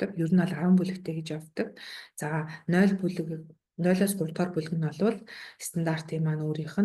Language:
Mongolian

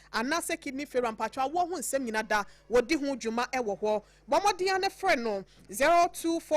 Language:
Akan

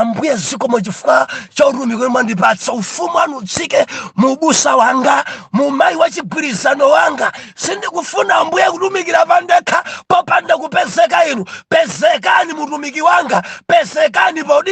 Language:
Nyanja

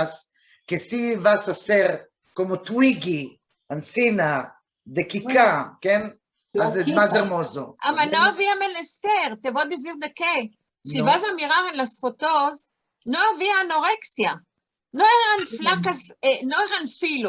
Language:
Ladino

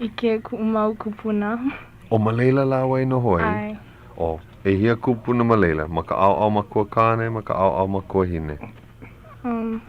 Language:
Hawaiian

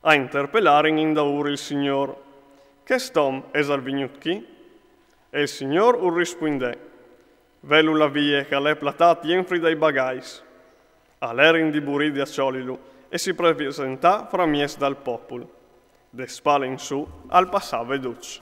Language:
Friulian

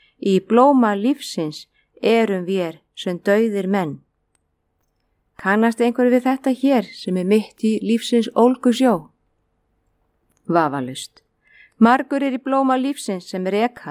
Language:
Icelandic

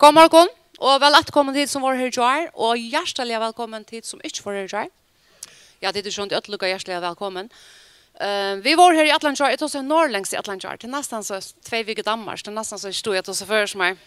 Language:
Faroese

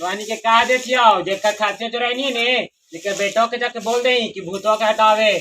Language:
Magahi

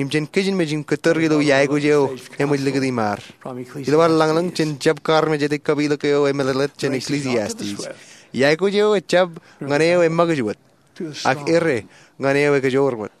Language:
Marshallese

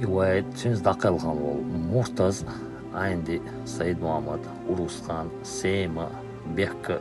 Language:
Chechen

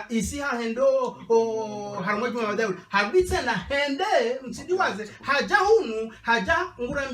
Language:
Ngazidja Comorian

